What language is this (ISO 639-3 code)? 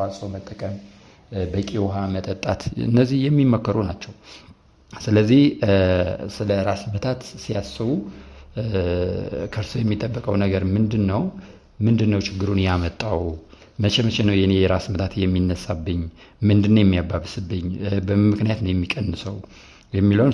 amh